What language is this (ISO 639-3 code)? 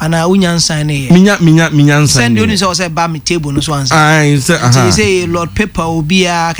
aka